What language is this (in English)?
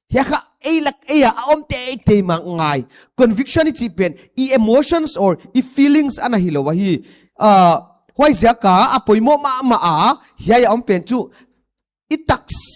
Paite Chin